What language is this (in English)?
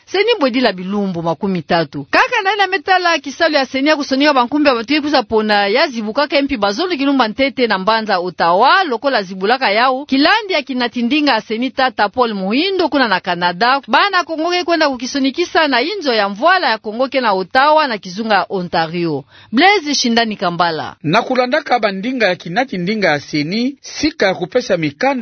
Kituba (Democratic Republic of Congo)